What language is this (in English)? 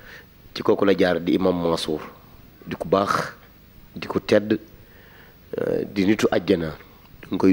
Wolof